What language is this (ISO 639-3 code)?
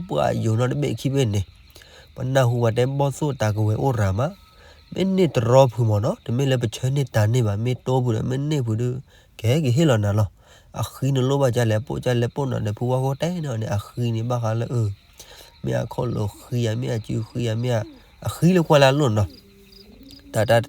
ksw